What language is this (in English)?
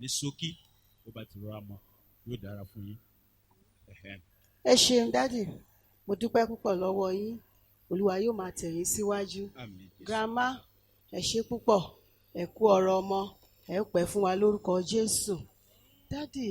Yoruba